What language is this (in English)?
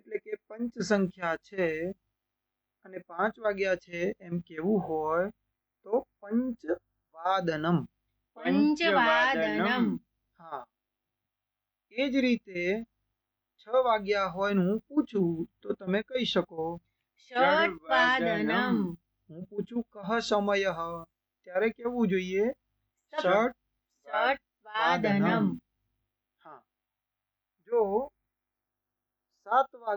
Gujarati